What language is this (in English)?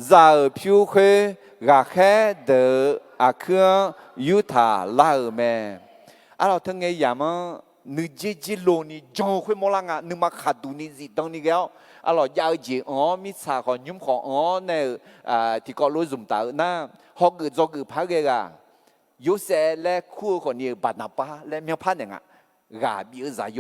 Akha